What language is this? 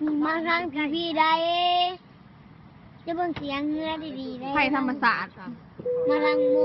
Lao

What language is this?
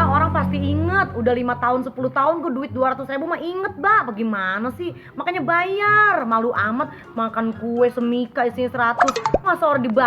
Betawi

